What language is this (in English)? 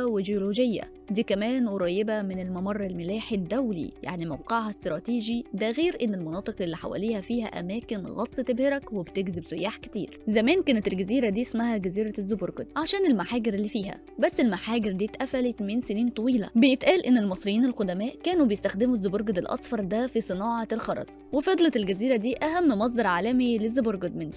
Egyptian Arabic